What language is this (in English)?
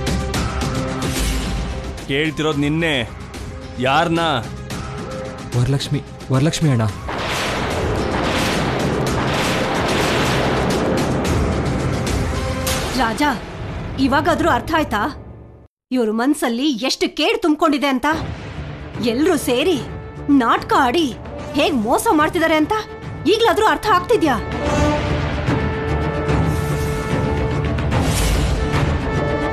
Kannada